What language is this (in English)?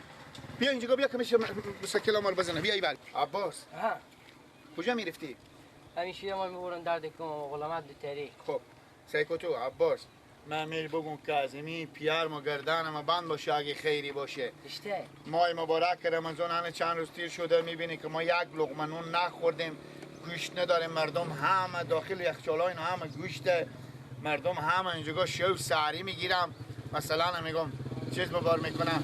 Persian